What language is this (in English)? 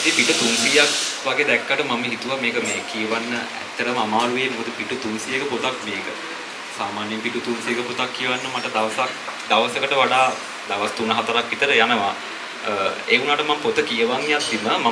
Sinhala